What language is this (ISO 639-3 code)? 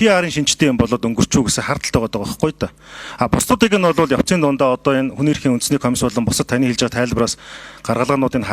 mon